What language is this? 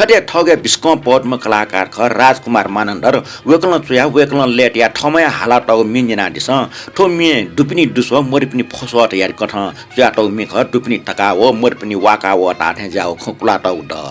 Newari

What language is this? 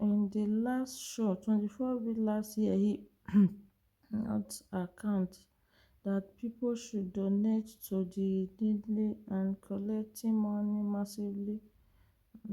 Nigerian Pidgin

